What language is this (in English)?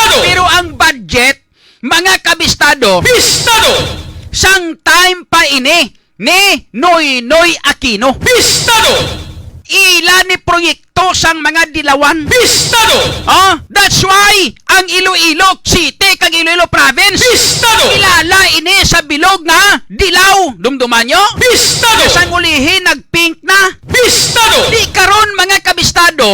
Hiligaynon